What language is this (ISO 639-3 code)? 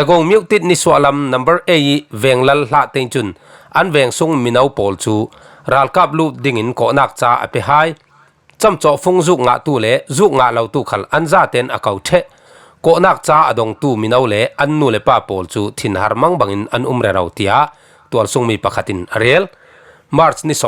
cfm